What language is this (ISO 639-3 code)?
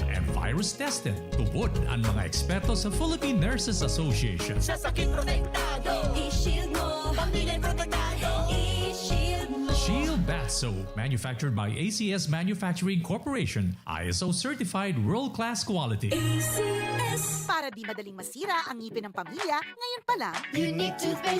bik